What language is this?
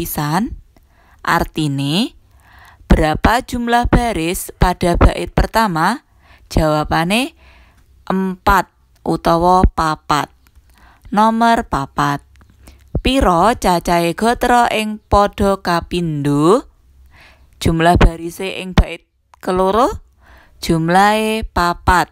Javanese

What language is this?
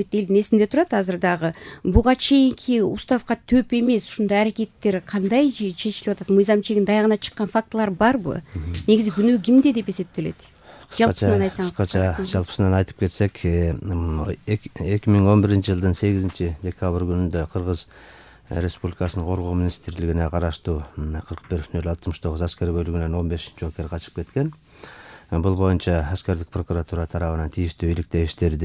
Kyrgyz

